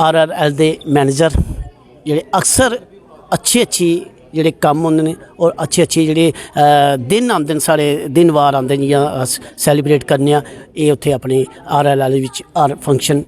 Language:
Dogri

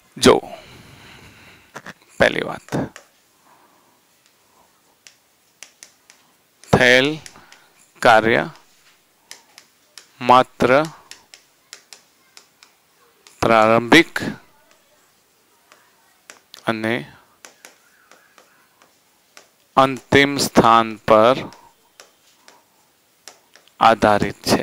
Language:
Gujarati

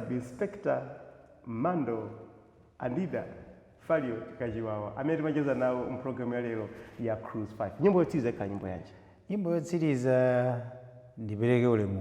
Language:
Nyanja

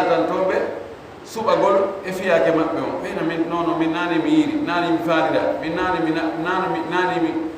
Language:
Fula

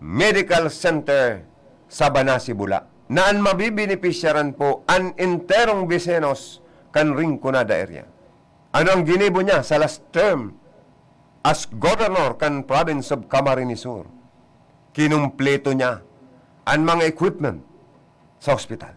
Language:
Bikol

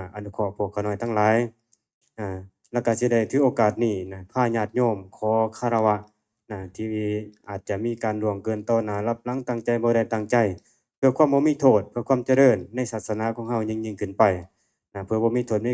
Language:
Northeastern Thai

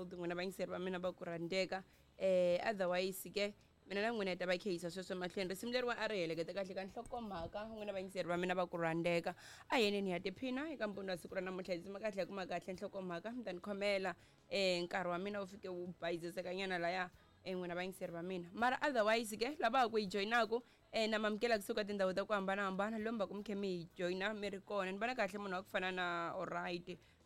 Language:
Tsonga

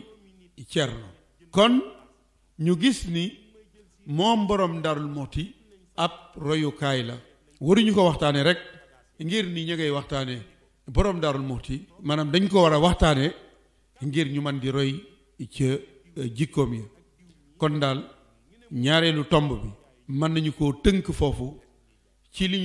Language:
Wolof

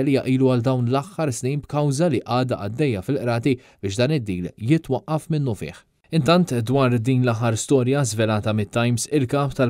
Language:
Maltese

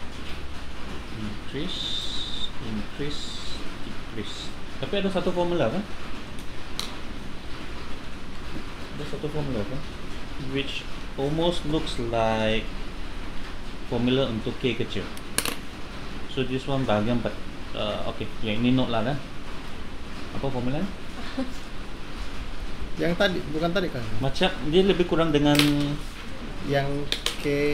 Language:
Malay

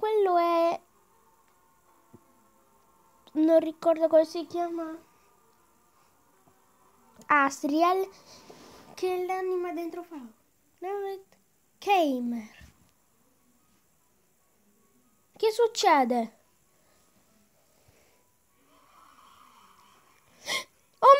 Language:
Italian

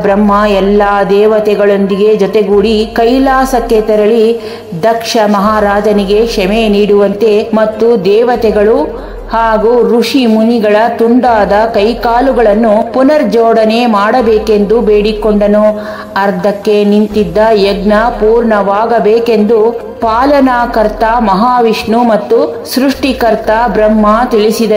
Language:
Kannada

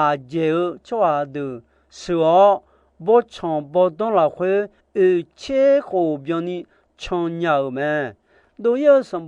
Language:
Akha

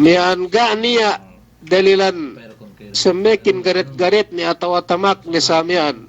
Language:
Yakan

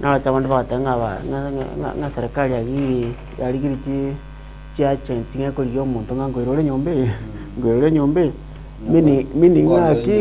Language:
Gusii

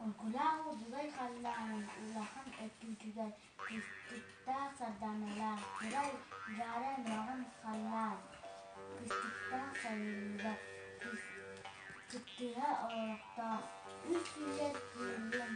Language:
Yakut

